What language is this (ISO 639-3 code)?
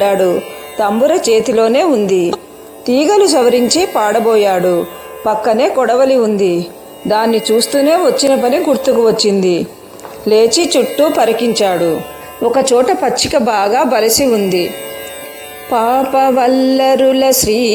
tel